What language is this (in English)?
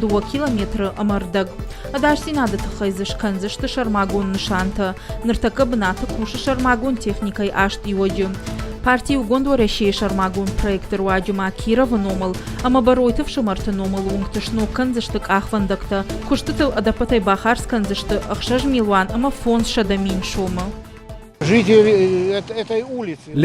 Ossetic